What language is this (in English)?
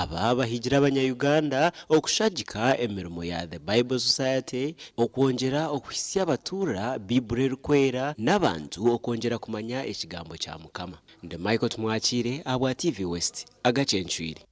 Nyankole